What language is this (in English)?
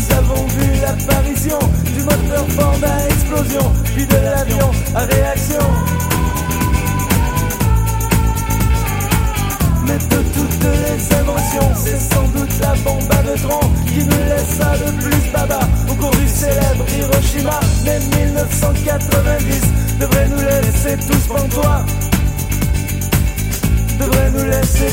French